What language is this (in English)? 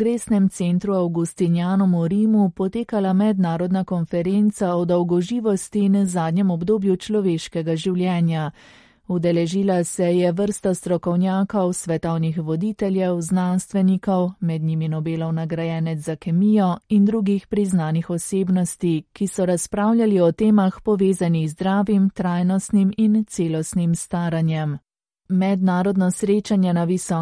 Slovenian